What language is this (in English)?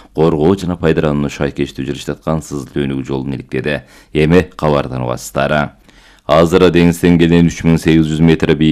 Kyrgyz